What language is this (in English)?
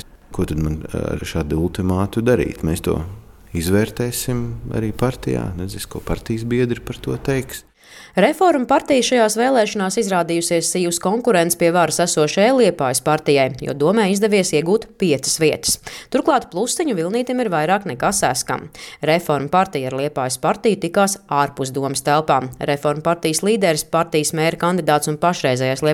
Latvian